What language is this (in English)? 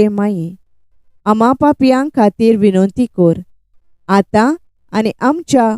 Konkani